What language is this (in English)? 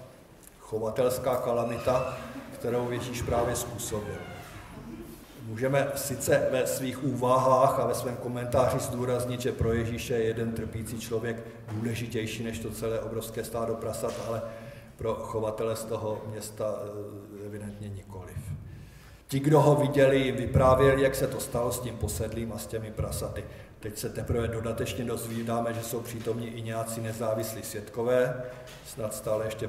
Czech